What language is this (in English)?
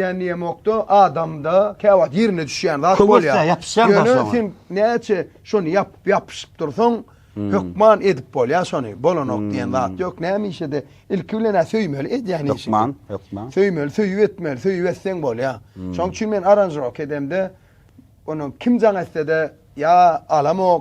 Turkmen